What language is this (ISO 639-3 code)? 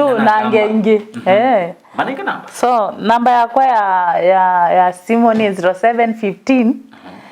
kam